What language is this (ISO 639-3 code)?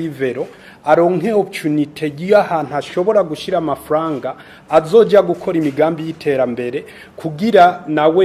run